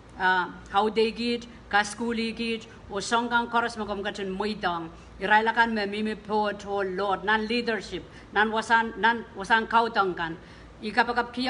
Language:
Pohnpeian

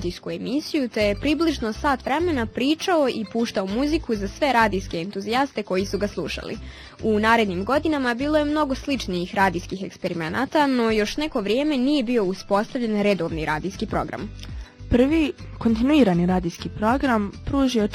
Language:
Bosnian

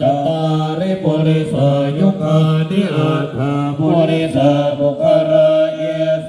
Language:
Pali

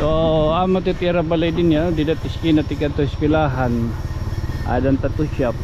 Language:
Waray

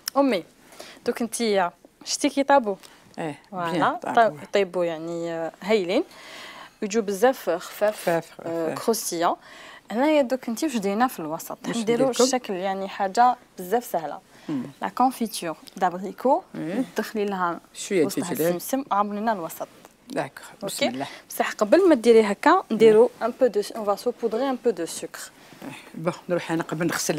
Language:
Algerian Arabic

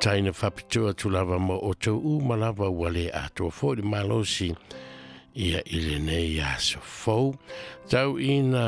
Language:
Samoan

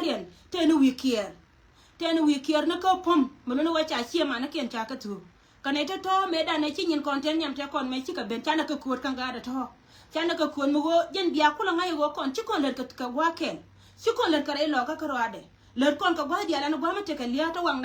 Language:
Nuer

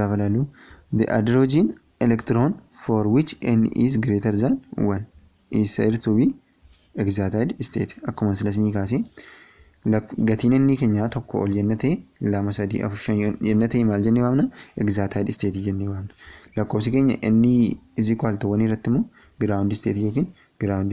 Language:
Oromo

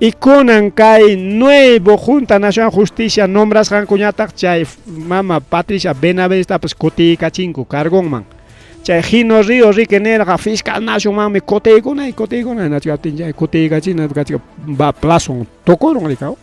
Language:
Ayacucho Quechua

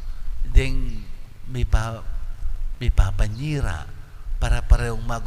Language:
Pampanga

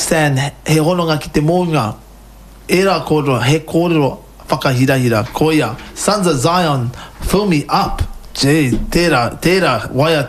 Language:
Māori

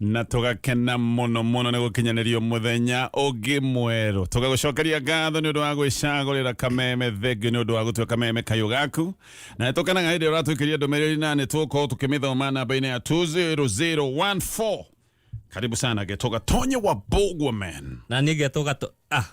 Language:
Kikuyu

